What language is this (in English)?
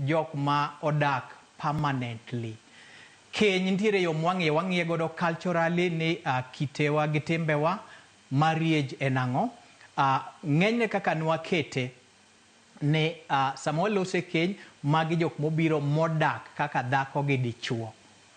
Luo (Kenya and Tanzania)